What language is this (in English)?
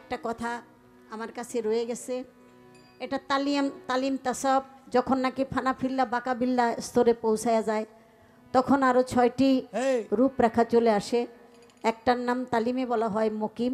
Bangla